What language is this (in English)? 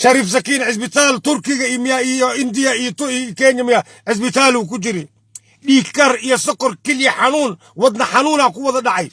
Somali